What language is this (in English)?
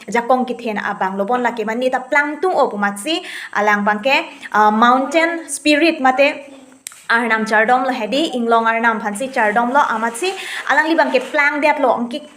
Karbi